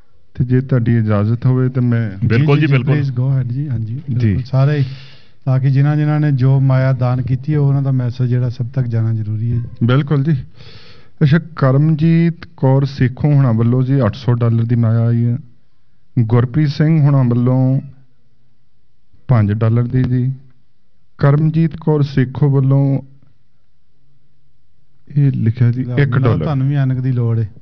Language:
Punjabi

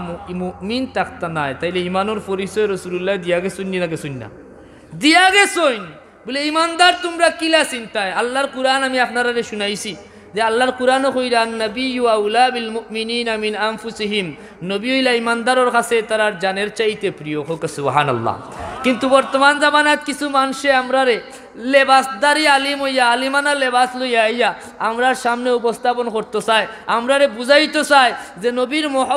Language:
Sylheti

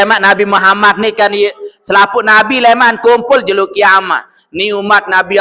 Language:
Sasak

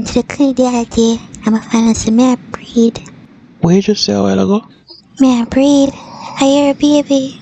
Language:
Jamaican Creole English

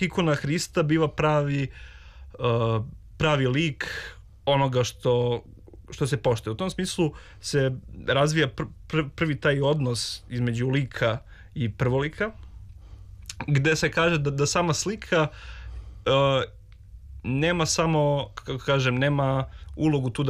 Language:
Serbian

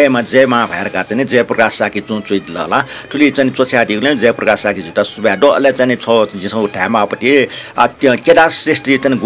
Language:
Newari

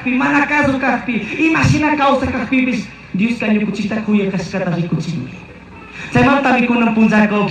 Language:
Chimborazo Highland Quichua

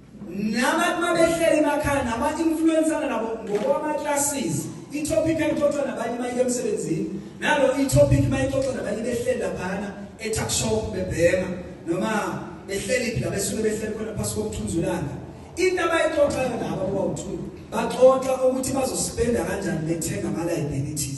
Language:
Zulu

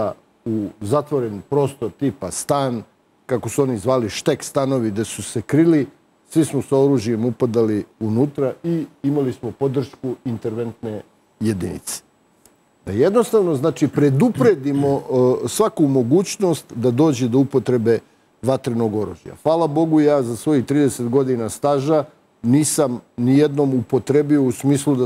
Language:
Serbian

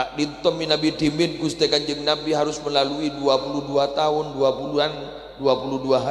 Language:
Madurese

